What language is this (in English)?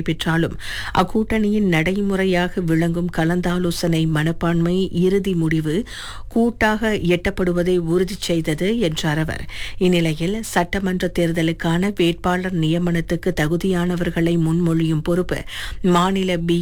Tamil